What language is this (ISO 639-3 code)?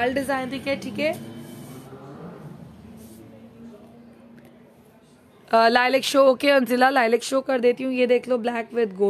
hin